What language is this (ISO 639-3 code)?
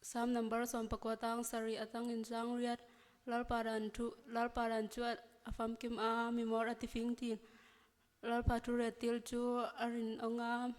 cnh